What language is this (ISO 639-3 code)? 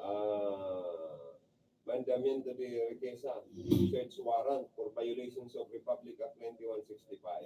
bik